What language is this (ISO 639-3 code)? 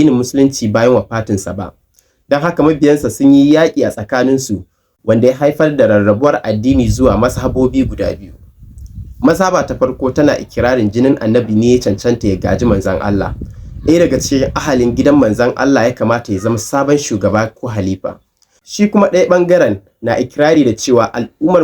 hau